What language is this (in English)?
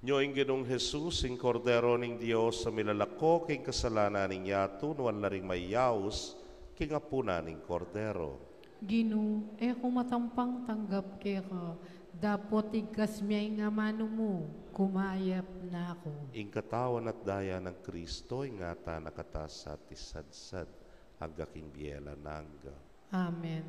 Pampanga